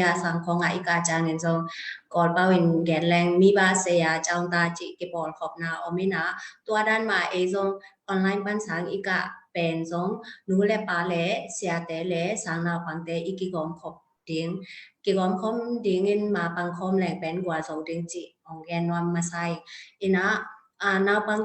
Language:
Tedim Chin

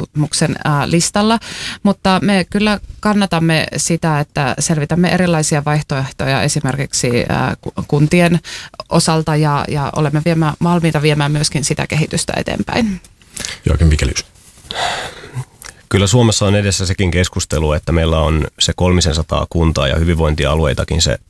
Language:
Finnish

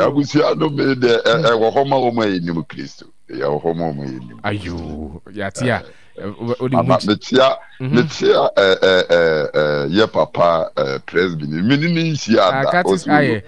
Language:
Akan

